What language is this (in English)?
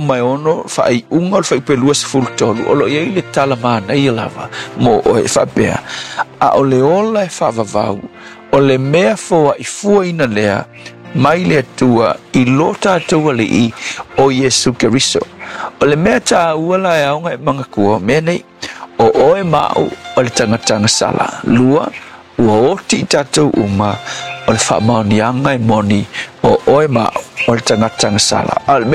Samoan